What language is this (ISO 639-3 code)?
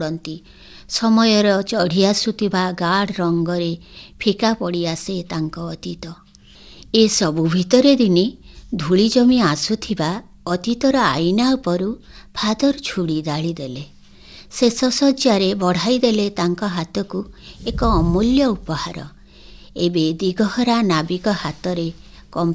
ori